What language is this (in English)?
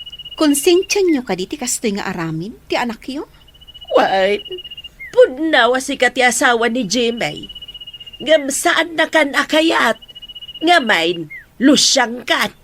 Iloko